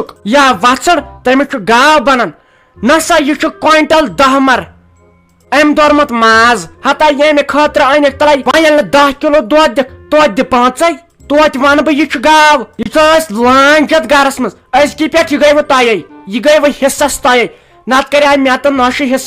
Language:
Kashmiri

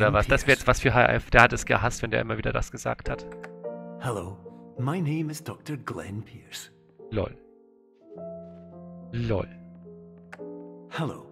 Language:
German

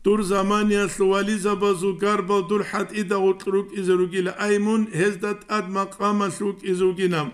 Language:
Avaric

